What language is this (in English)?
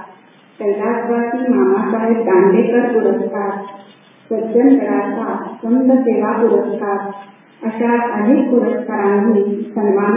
Marathi